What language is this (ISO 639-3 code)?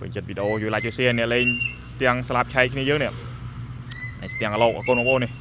khm